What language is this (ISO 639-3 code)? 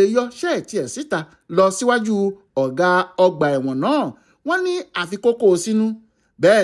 yor